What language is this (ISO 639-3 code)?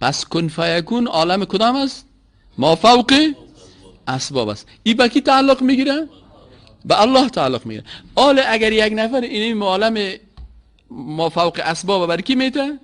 fas